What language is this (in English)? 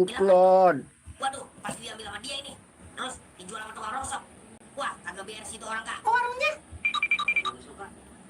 Betawi